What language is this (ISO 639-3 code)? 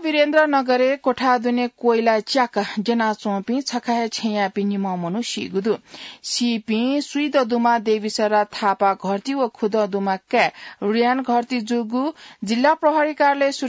new